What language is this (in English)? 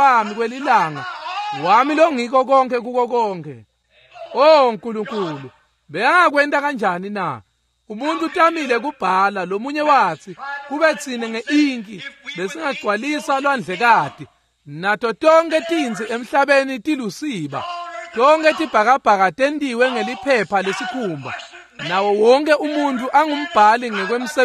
Swati